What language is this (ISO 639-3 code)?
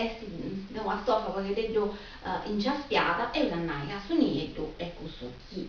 srd